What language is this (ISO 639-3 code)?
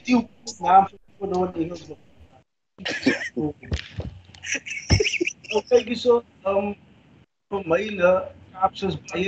afr